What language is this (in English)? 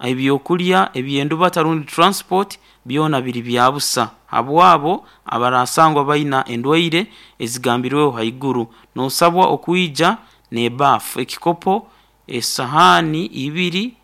Nyoro